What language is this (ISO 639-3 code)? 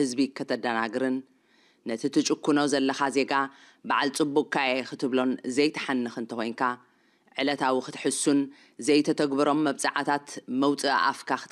tir